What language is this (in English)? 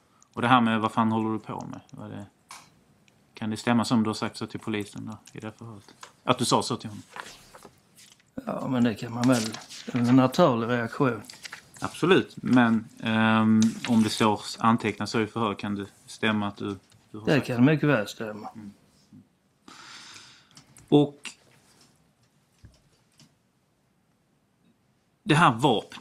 Swedish